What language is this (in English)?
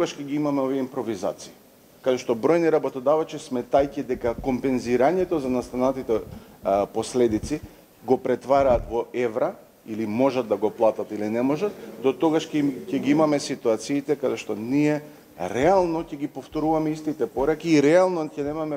Macedonian